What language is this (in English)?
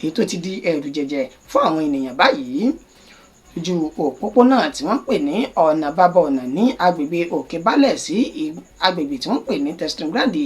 Yoruba